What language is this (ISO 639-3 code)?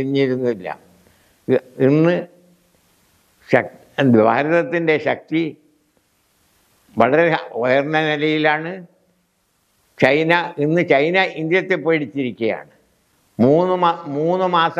mal